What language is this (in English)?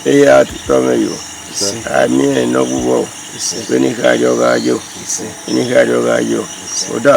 Bini